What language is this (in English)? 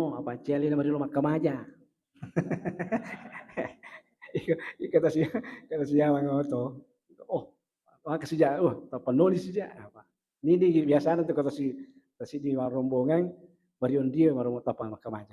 Buginese